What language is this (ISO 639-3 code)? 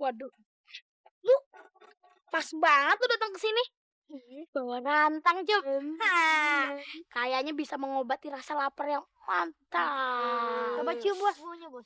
bew